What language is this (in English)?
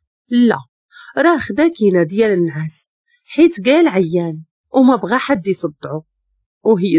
Moroccan Arabic